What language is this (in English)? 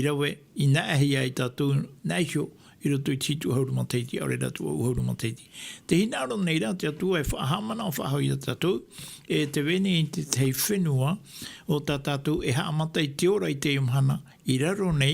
Tahitian